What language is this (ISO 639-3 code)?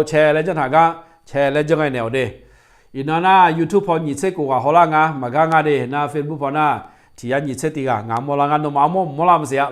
ahk